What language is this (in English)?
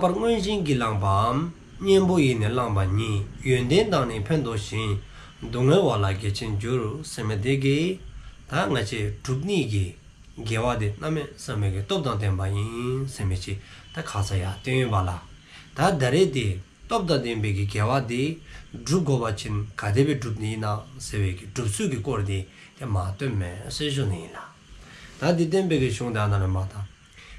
Dzongkha